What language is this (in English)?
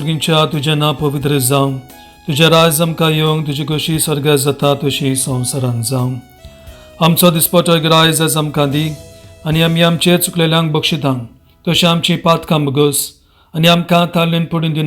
Konkani